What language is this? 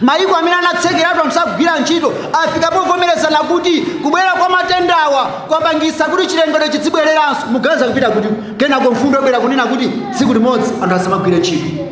Nyanja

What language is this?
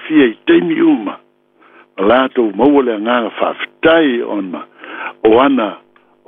Samoan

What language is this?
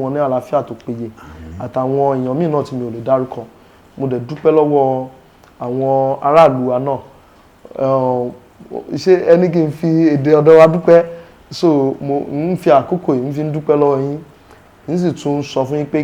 Yoruba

